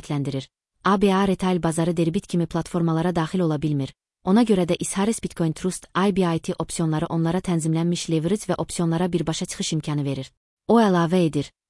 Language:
Azerbaijani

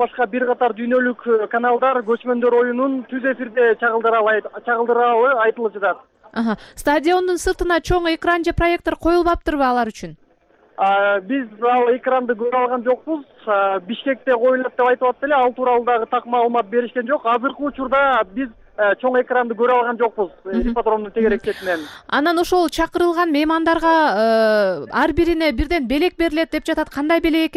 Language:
Kyrgyz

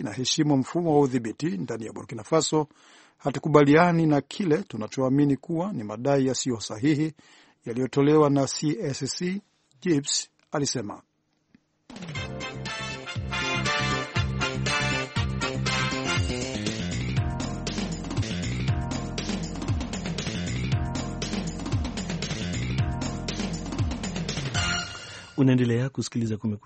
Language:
Swahili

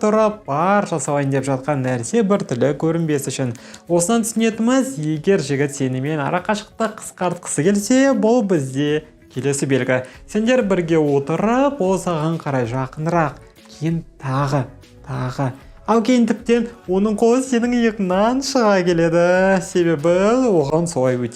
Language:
Kazakh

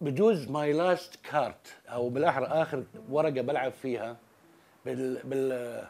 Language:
North Levantine Arabic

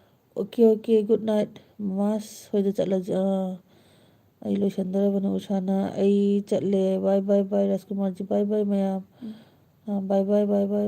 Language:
Manipuri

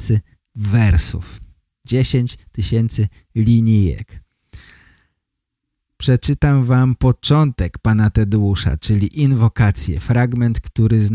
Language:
Polish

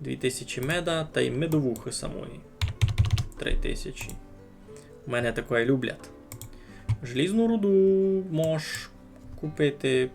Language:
Rusyn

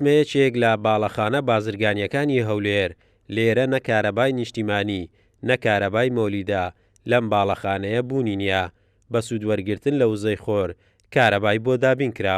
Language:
Central Kurdish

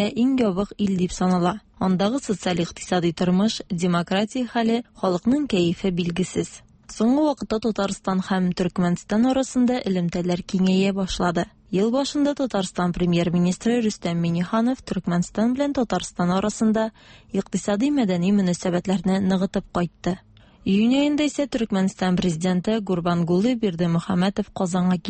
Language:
Tatar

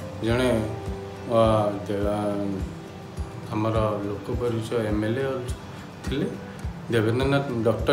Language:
Odia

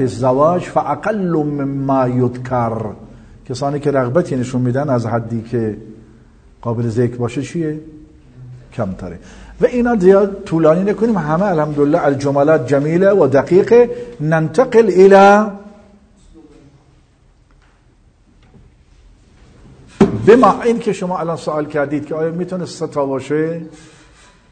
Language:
Persian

